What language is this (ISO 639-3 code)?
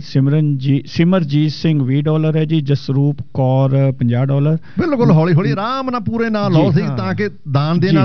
pan